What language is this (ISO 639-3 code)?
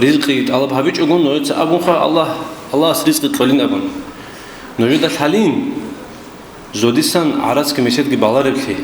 ava